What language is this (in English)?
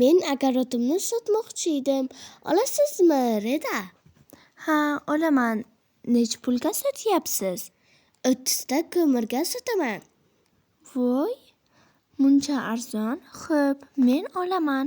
Uzbek